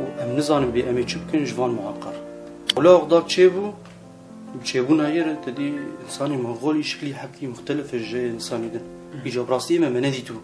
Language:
Kurdish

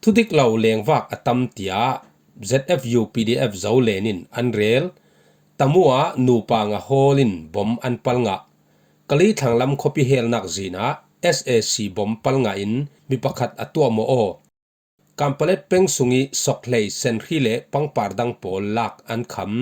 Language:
Falam Chin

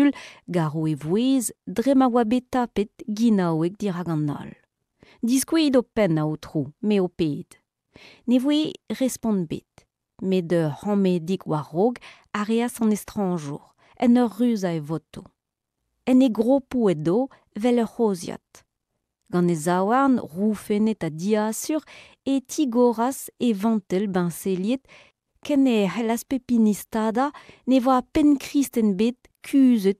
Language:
Breton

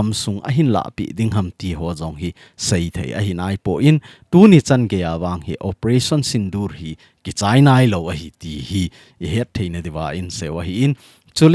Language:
Thado Chin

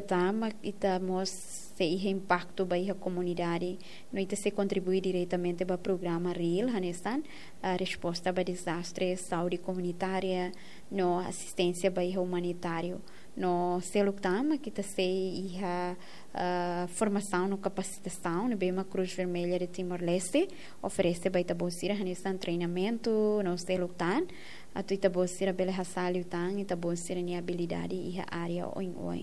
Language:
Tetum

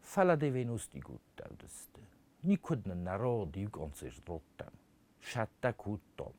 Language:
Ossetic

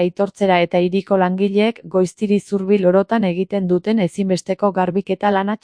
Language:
Basque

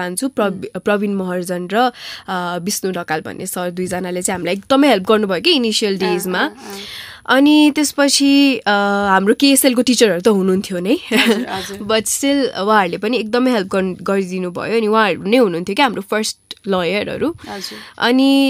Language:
Nepali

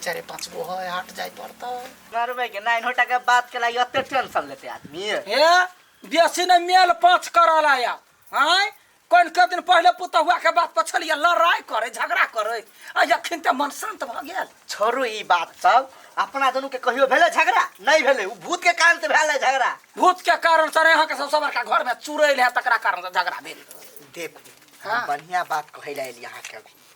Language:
Maithili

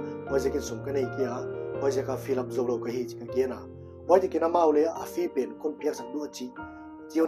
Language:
Paite Chin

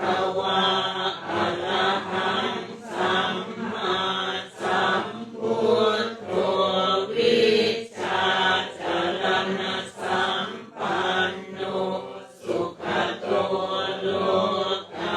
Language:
Pali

